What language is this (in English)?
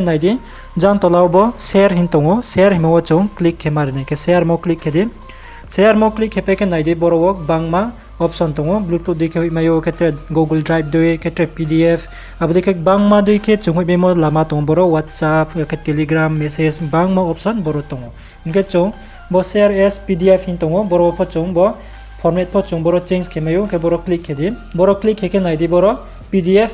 Riang (India)